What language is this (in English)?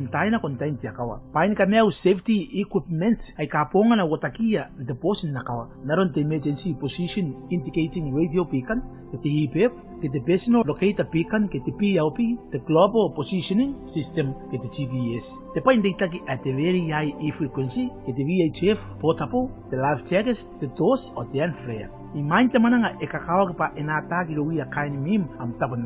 Gilbertese